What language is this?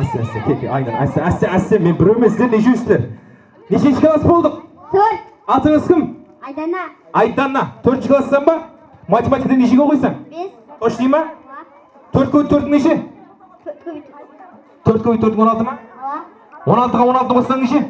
Kara-Kalpak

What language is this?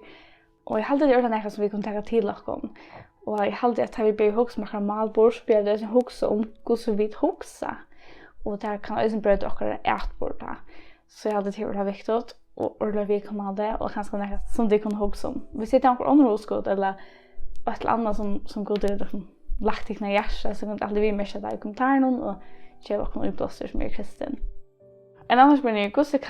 Faroese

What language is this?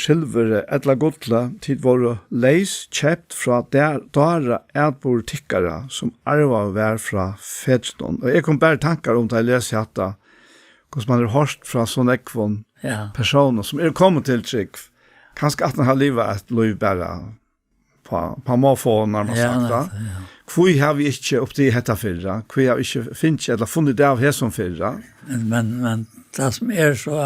Faroese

